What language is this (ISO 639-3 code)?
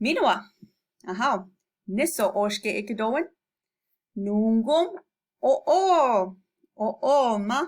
ciw